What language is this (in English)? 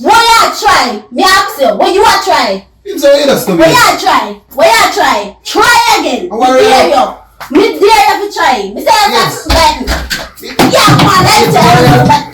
Jamaican Creole English